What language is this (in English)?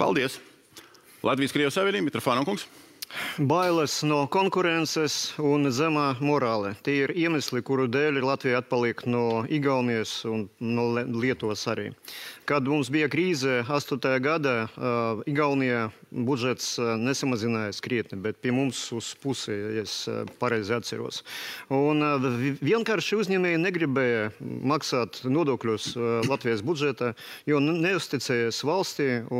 Latvian